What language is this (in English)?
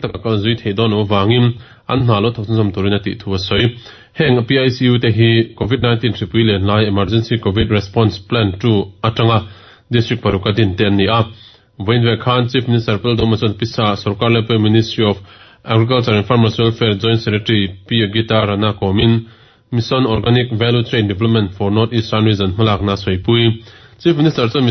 Mizo